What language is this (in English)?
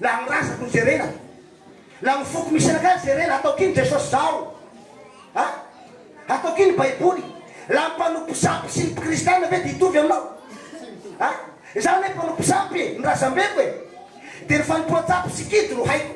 Malagasy